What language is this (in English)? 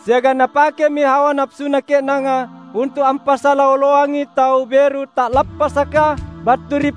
Makasar